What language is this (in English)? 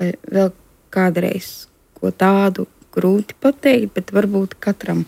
Latvian